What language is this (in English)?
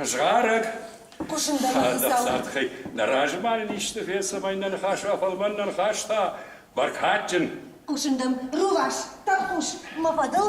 Ossetic